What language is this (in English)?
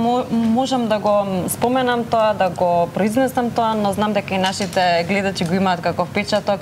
Macedonian